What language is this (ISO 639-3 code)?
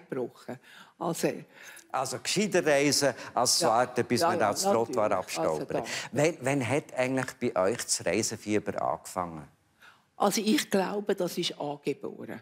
gsw